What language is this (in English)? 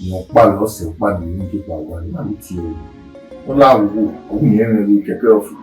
Bini